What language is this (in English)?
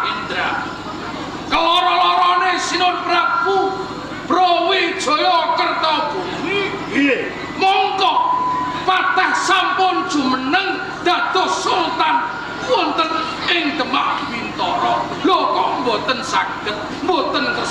Javanese